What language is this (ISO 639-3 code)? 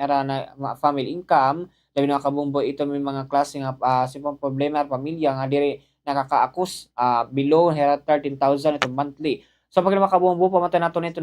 war